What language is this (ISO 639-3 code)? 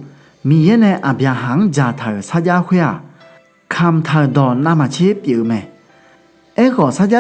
ahk